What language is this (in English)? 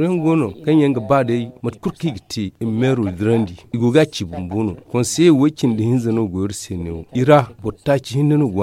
Zarma